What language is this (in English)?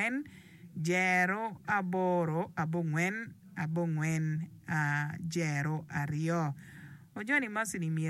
Acoli